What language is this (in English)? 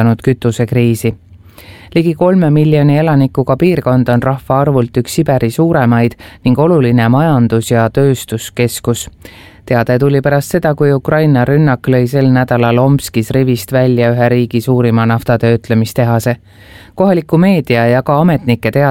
Estonian